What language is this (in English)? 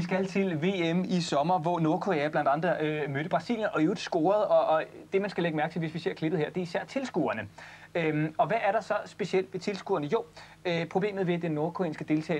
Danish